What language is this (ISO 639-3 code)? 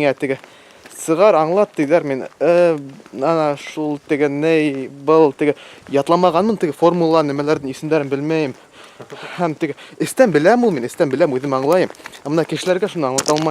bak